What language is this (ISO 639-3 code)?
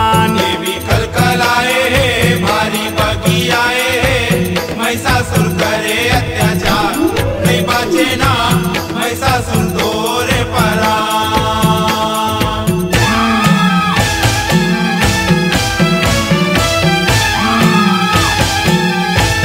hne